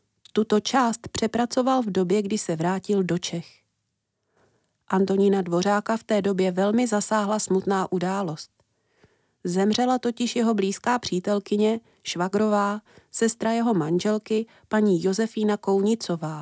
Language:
Czech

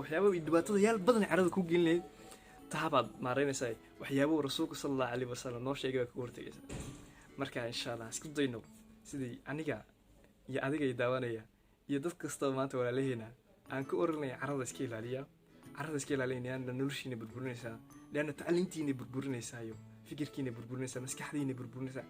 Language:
Somali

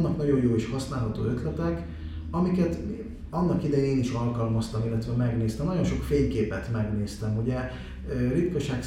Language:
Hungarian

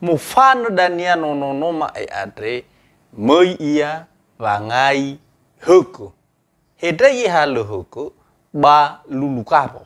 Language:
Nias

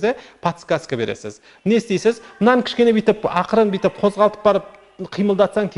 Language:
Kazakh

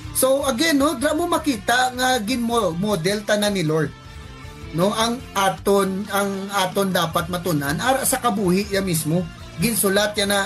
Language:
Hiligaynon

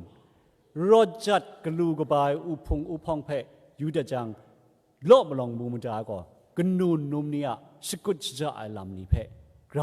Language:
Kachin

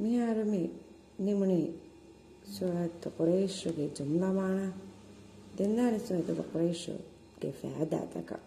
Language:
Divehi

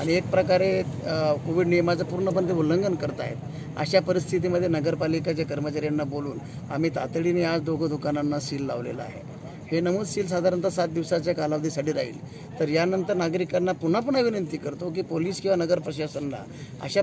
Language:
Marathi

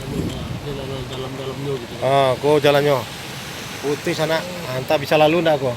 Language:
Minangkabau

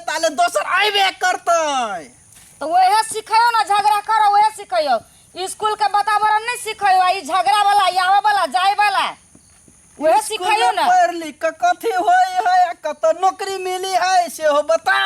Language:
Maithili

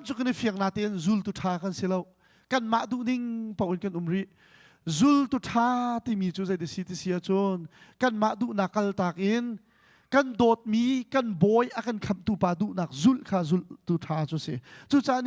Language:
Hakha Chin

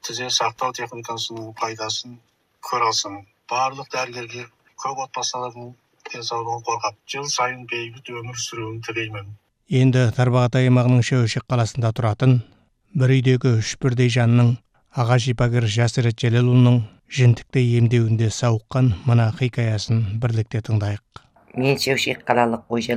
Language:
Kazakh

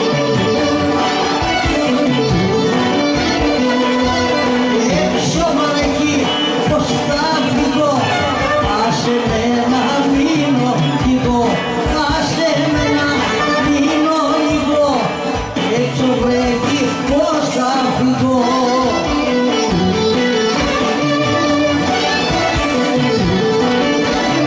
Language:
Greek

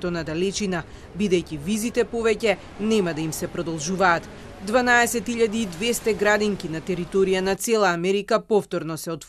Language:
Macedonian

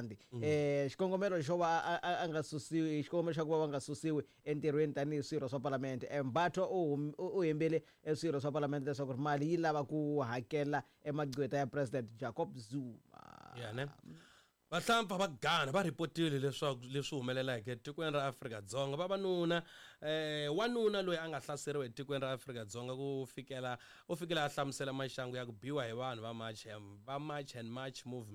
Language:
Tsonga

